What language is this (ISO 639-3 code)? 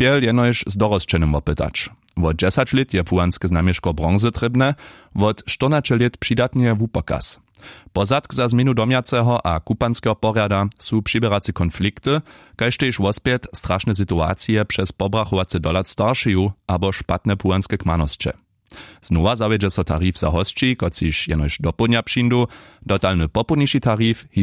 hsb